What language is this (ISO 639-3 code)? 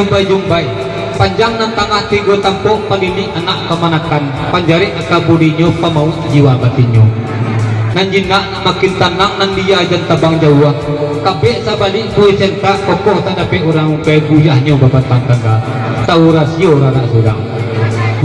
min